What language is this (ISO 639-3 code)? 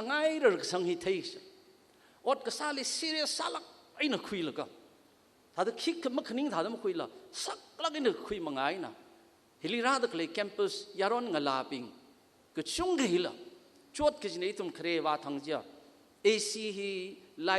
nmf